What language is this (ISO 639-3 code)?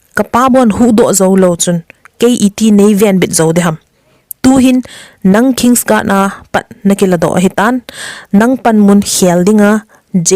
tcz